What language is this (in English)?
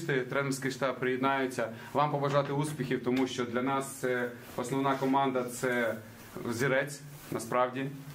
Ukrainian